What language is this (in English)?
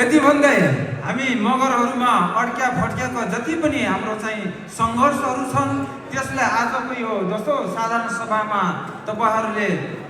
Nepali